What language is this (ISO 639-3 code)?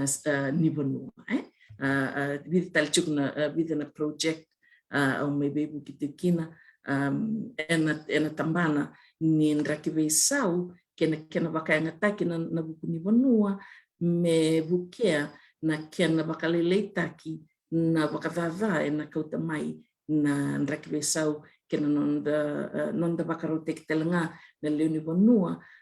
fij